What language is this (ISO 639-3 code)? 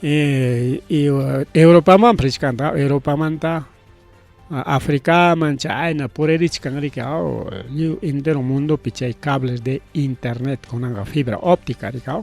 quy